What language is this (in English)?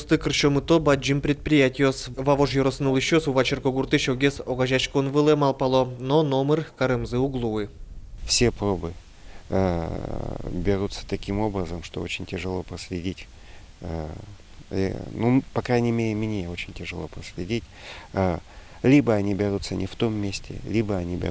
Udmurt